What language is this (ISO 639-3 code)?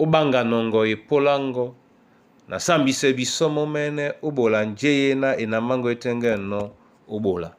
dua